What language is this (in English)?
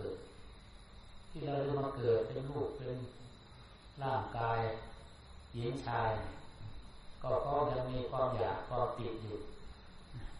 Thai